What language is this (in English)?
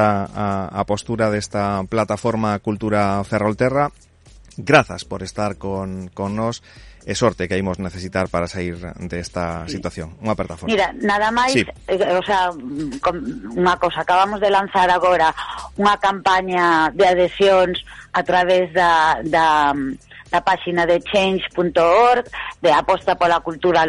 Galician